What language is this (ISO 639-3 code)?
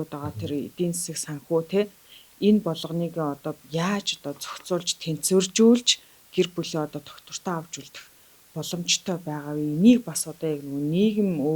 mon